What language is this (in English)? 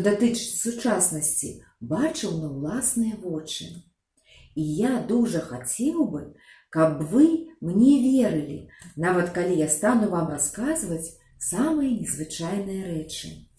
Belarusian